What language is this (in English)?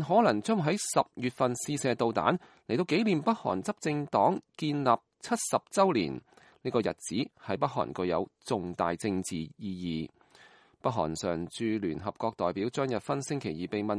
Cantonese